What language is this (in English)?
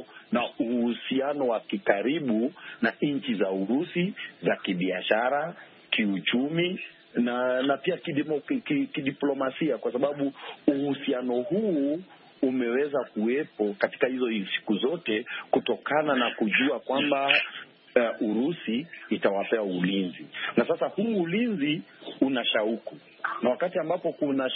Swahili